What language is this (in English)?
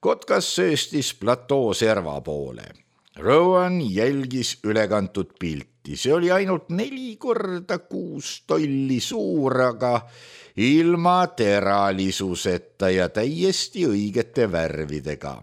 Estonian